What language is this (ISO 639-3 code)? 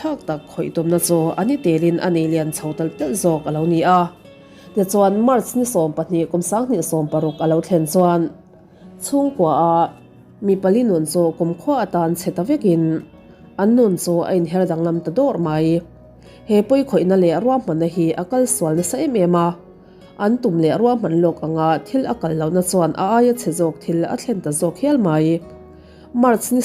lus